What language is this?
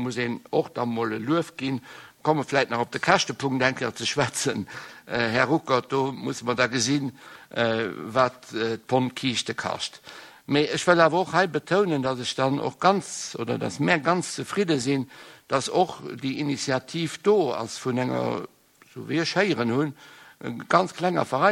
Luxembourgish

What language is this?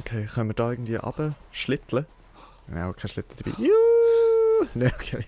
Swiss German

